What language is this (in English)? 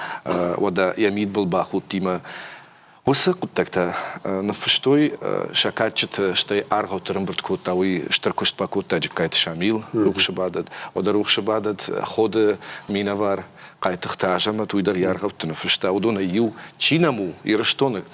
Ossetic